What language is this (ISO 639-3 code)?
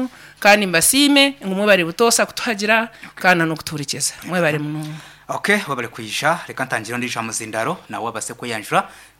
nyn